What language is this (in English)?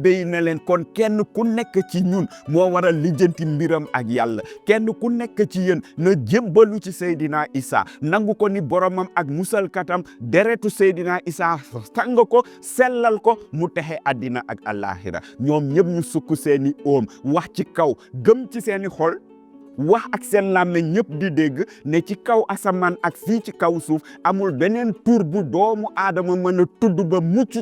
Wolof